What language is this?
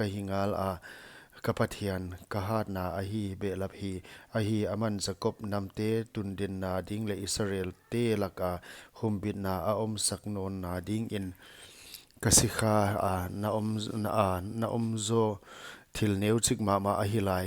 Paite Chin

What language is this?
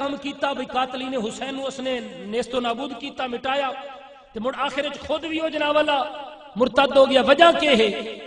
Saraiki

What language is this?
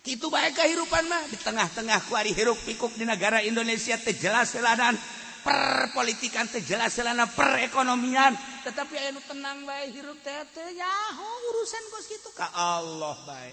Sundanese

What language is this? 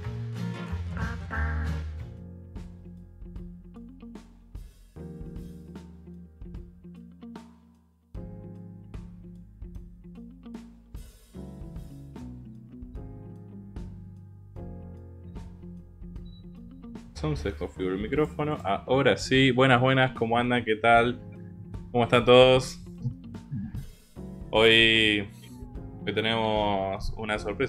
Spanish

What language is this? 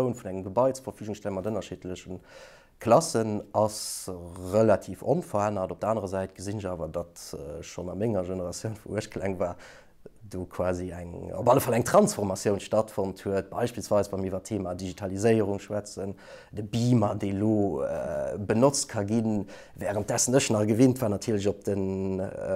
Luxembourgish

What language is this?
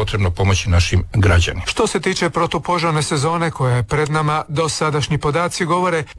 Croatian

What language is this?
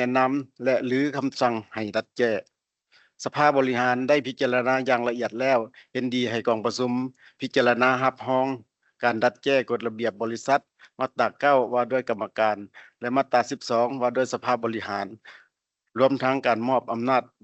Lao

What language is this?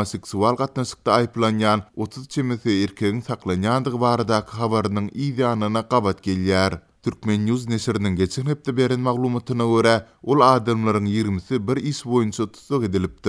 Turkmen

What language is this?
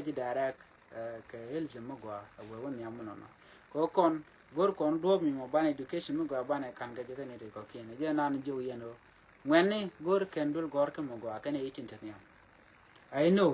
Nuer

